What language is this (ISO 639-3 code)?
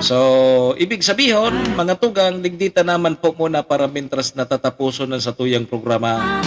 bik